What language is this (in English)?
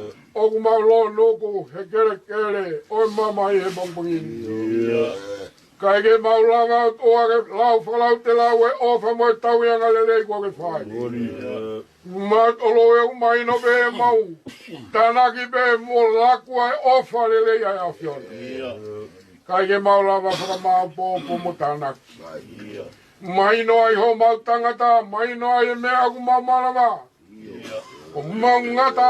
Tongan